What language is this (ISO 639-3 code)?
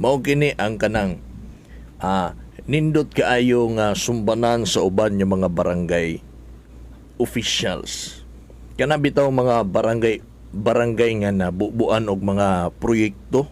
ceb